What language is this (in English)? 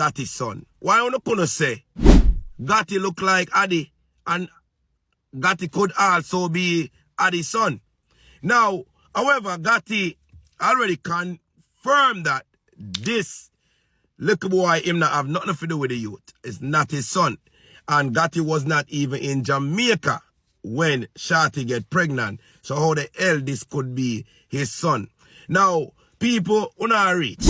Jamaican Creole English